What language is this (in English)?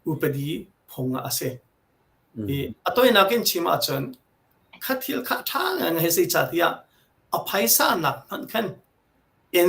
Hakha Chin